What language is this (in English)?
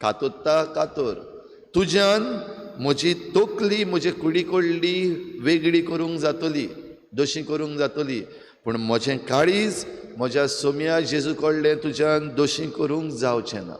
Konkani